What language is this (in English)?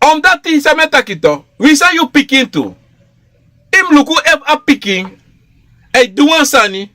Sranan Tongo